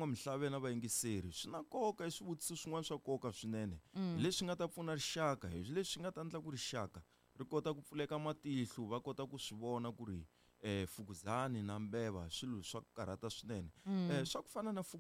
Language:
Tsonga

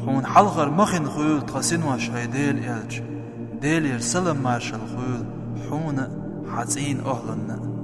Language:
Chechen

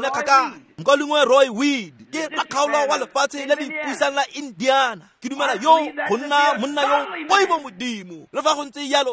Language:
Tswana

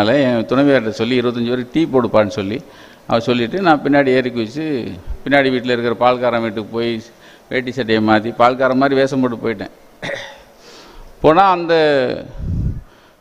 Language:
Tamil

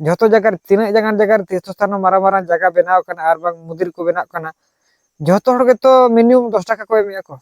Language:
Santali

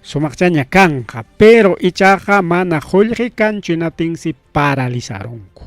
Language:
Ayacucho Quechua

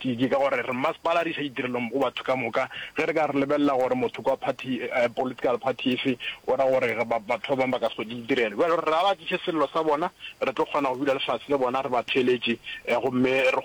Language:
Northern Sotho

